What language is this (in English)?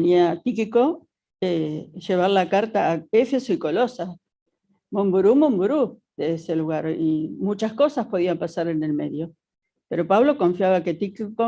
Guarani